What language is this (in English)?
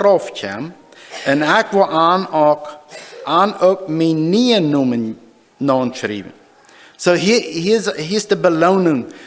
Plautdietsch